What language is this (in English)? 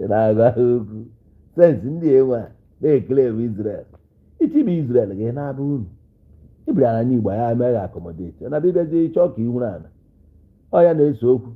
Igbo